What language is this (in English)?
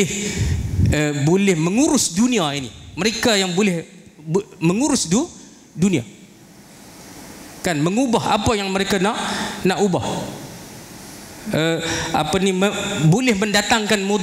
Malay